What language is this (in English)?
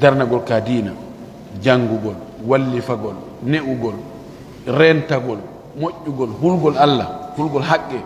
Fula